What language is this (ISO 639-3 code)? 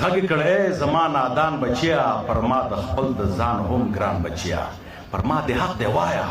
pus